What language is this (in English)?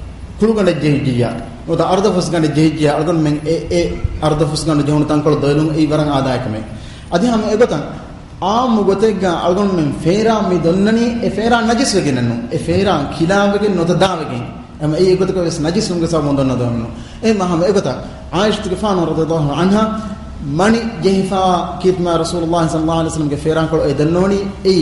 Divehi